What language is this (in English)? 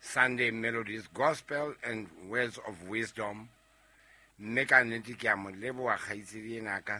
Southern Sotho